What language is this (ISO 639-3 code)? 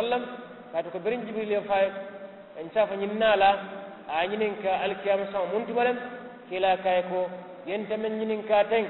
man